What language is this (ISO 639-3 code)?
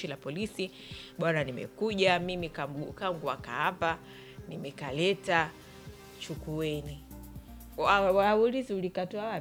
swa